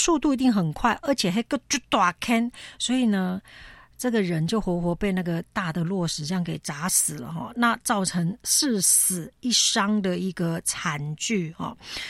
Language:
Min Nan Chinese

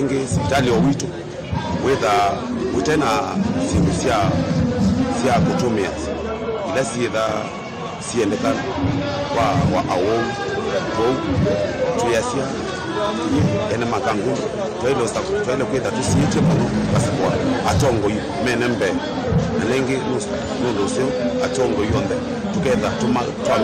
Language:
Kamba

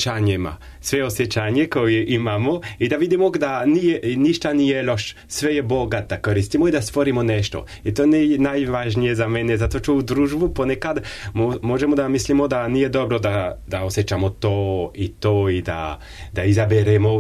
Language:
Serbian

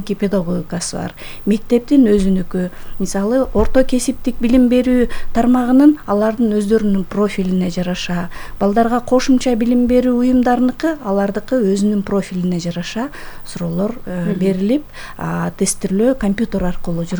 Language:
Kyrgyz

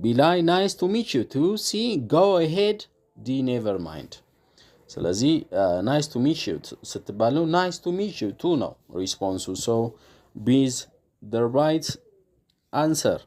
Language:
Amharic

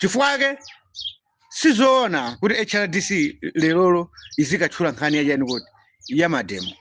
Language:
Nyanja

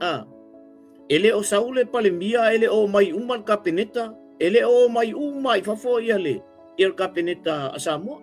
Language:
Samoan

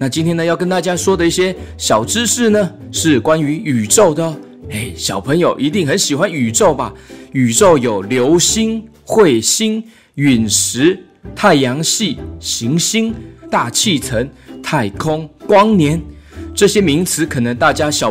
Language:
Chinese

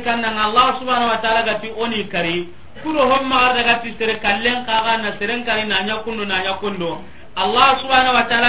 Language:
Soninke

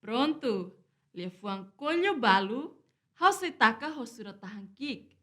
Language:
Tetum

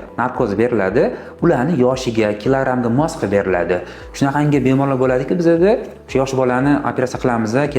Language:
Uzbek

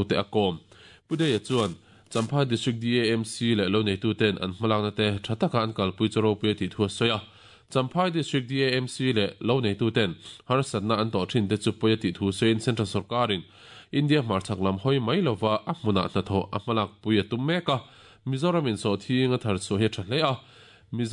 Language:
Mizo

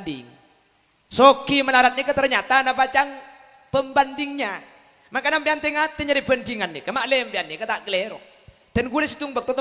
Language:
Madurese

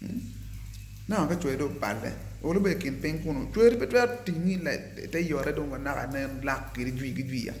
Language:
Acoli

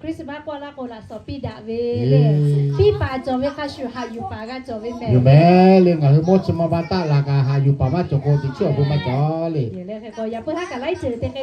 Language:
Lahu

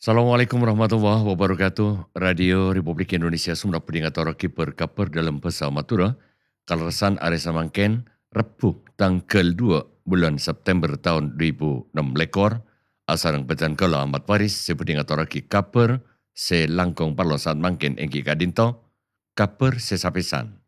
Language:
Madurese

